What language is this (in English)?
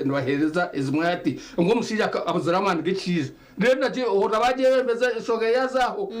Nyankole